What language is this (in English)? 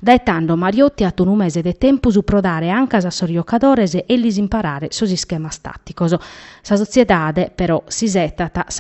Sardinian